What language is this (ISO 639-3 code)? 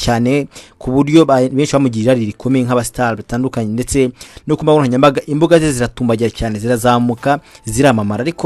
kin